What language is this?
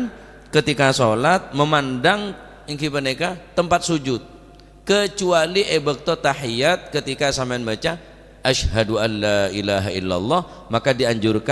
Madurese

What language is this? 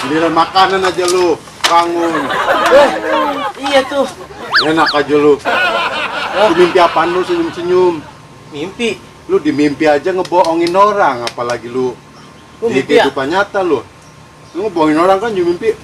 Betawi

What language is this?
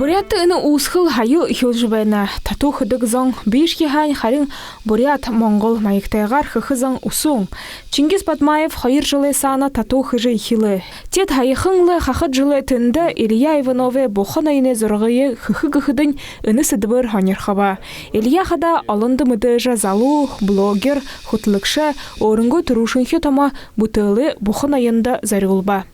Buriat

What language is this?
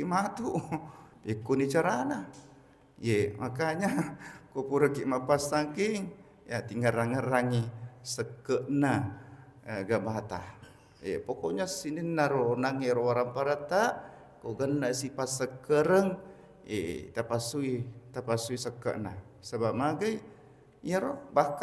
Buginese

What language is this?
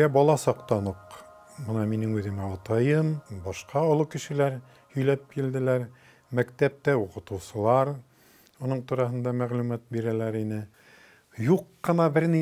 Bashkir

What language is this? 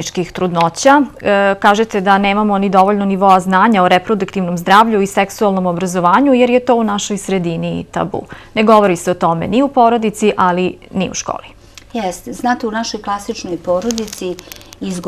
Serbian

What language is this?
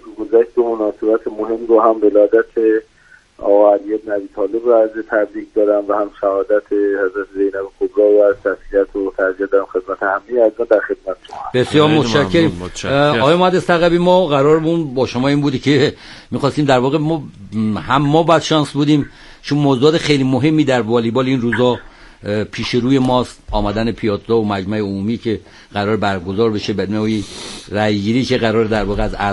Persian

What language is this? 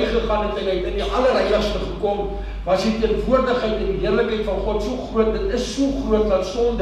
Afrikaans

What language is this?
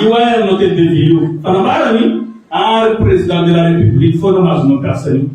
Malagasy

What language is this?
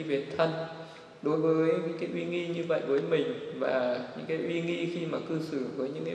Vietnamese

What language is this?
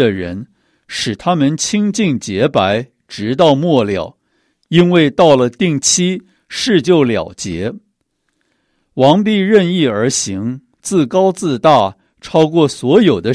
Chinese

